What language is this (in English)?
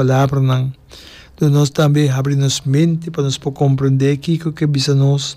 Papiamento